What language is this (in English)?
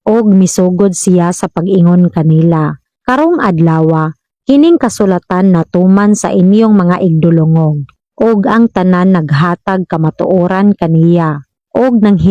Cebuano